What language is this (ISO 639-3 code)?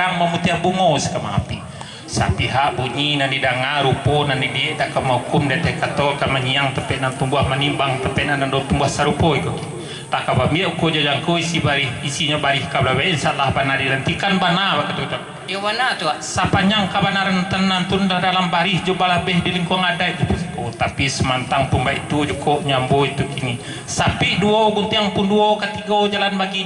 min